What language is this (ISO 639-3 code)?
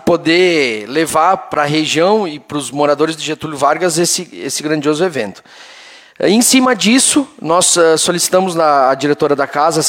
por